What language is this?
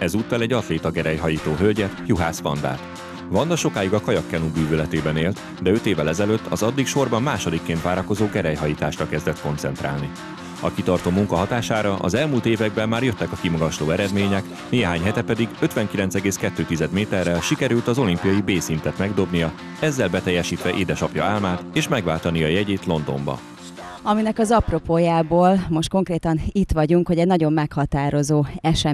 Hungarian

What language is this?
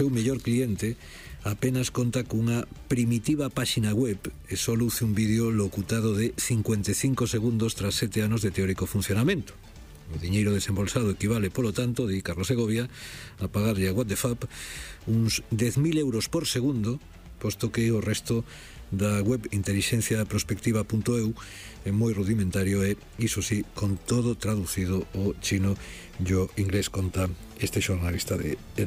Galician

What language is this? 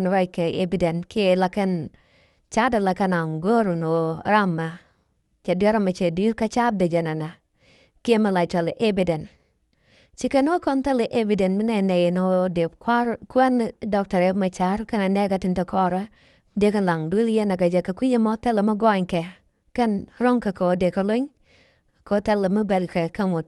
Nuer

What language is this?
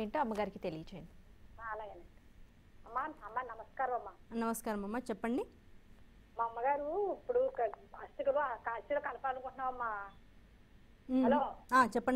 Telugu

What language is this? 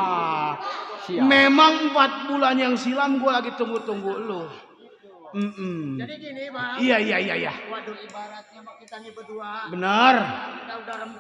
Betawi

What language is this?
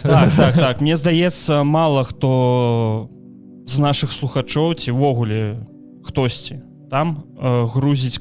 Belarusian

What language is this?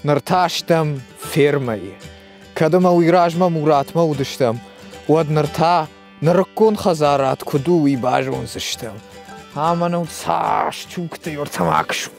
Ossetic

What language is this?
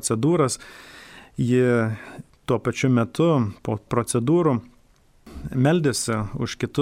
Lithuanian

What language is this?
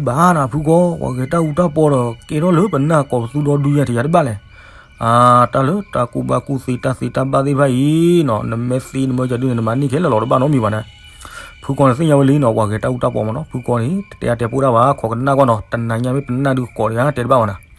S'gaw Karen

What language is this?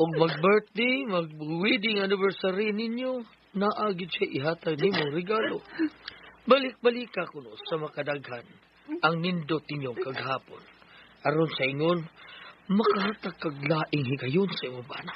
Cebuano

